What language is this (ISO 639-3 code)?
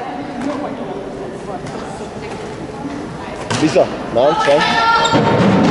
hun